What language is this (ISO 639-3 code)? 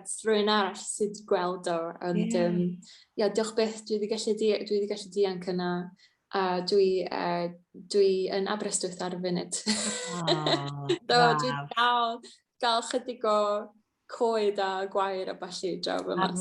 cym